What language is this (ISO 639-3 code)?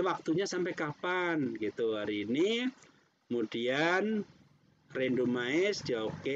ind